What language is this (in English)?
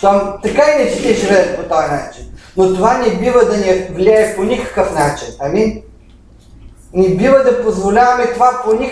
Bulgarian